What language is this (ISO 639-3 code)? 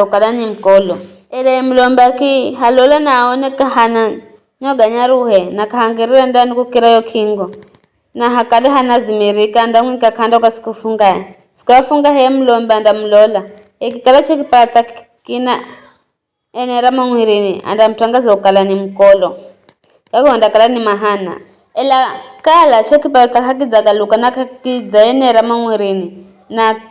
nyf